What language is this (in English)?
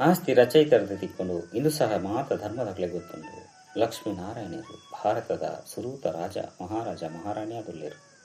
Tulu